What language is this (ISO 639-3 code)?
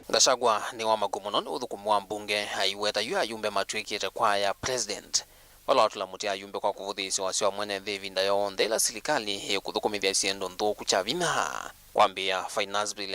kam